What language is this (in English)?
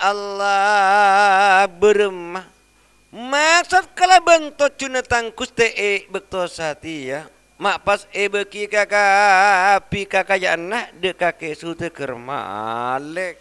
Madurese